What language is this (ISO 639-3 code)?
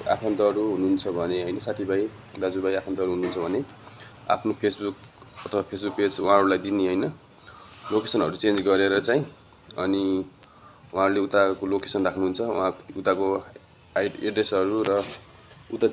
nep